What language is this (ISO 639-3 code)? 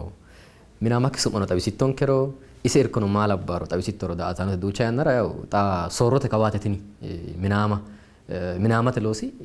sid